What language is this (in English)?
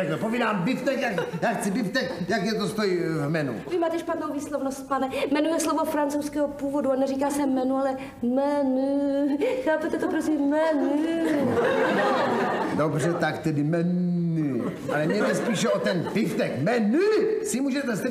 Czech